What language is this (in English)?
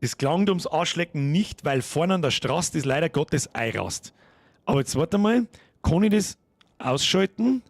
Bavarian